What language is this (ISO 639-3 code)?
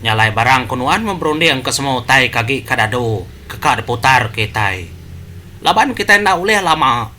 iba